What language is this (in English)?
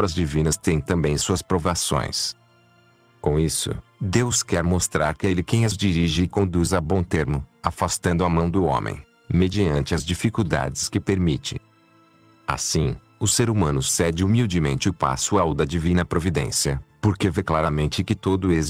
Portuguese